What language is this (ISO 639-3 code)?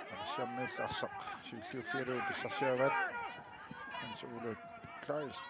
kal